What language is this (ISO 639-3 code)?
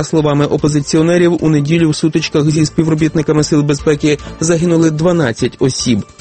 ukr